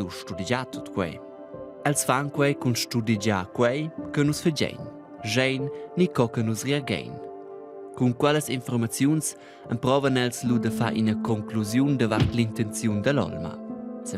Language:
Romansh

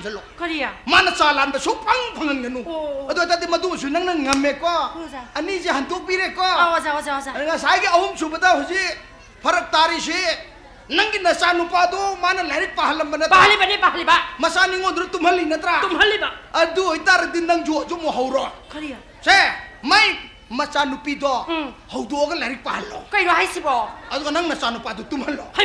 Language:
Manipuri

